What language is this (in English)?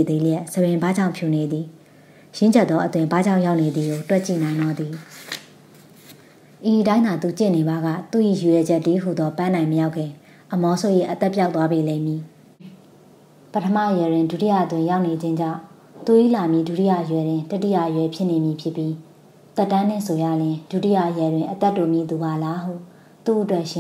Burmese